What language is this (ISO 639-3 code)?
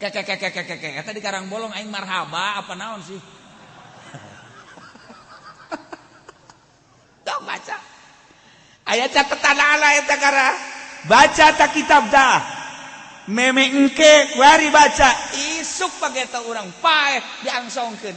sun